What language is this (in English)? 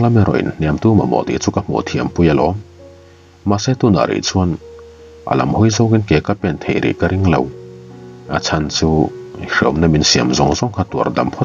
Mizo